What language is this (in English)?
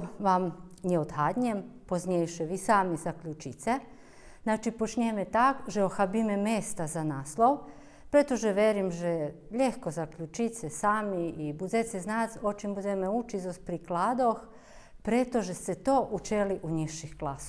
Rusyn